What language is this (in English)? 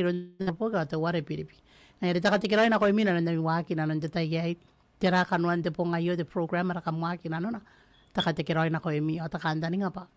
Gilbertese